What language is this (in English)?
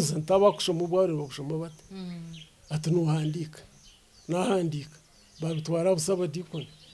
Nyankole